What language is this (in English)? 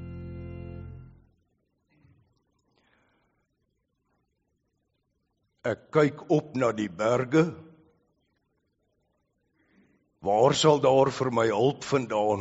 Afrikaans